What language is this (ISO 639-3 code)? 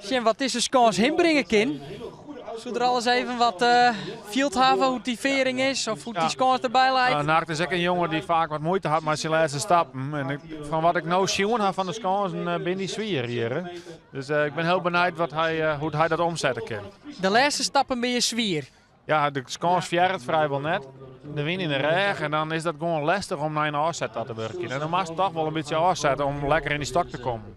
fry